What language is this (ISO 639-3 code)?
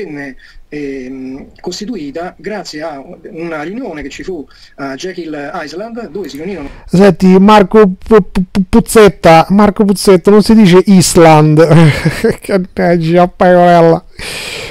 ita